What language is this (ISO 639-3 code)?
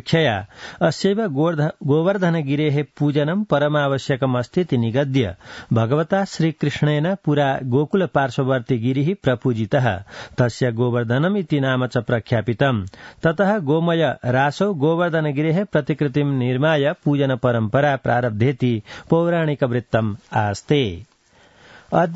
san